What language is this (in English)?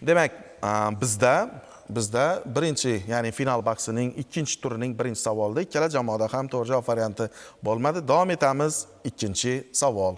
Uzbek